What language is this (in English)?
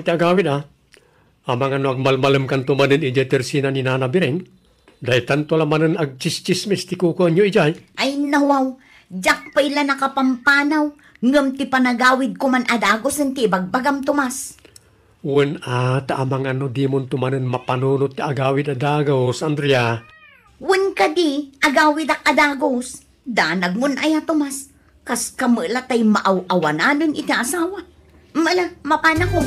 Iloko